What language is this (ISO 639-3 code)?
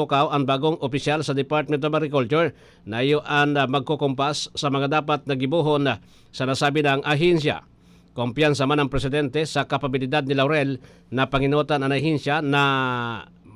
bik